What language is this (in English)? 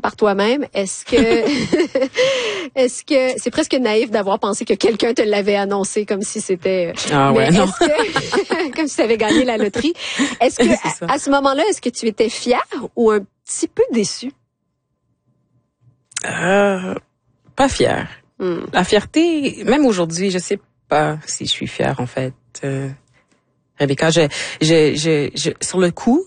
French